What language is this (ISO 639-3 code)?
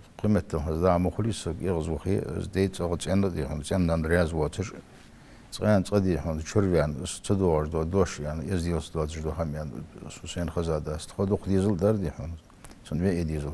inh